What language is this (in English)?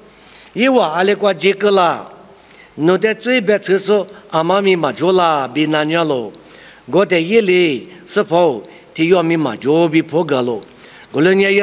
Lisu